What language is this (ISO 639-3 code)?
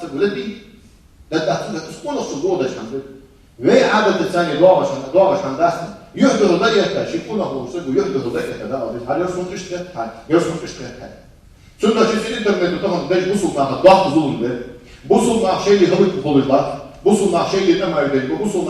inh